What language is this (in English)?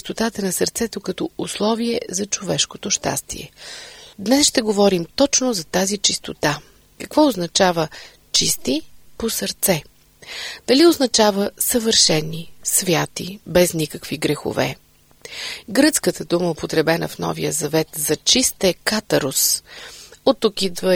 Bulgarian